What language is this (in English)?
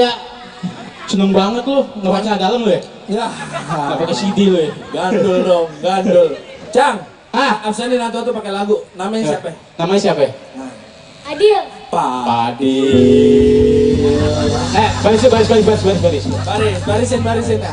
Betawi